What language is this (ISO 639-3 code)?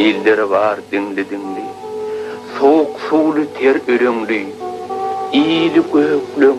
tuk